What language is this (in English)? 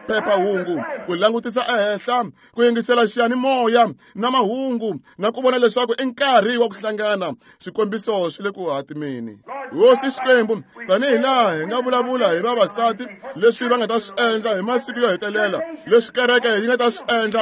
Tsonga